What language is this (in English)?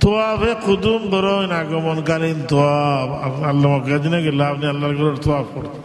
Sylheti